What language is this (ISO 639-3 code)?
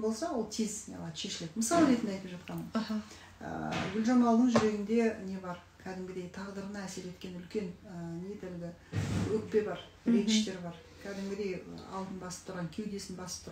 kaz